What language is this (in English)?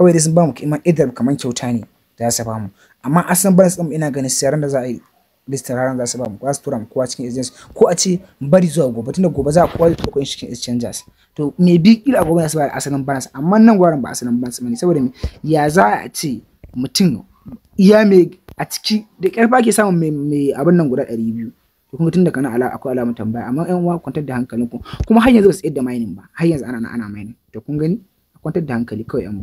Hausa